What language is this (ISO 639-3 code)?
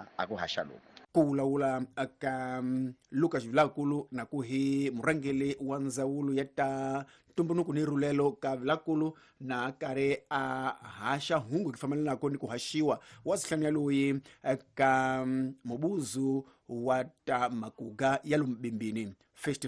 tso